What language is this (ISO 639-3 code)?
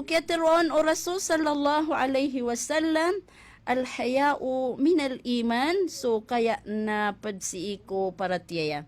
mrw